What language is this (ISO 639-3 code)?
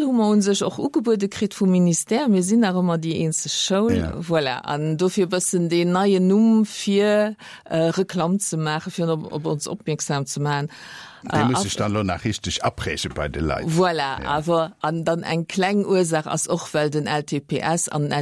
ltz